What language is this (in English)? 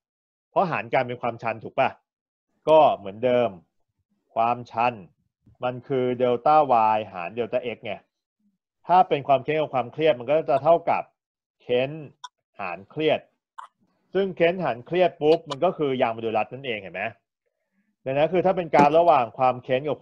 Thai